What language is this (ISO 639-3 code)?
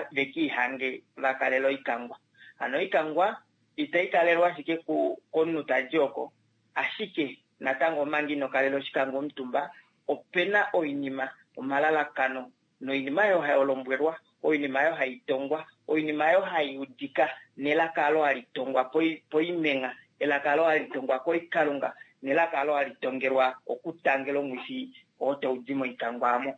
kua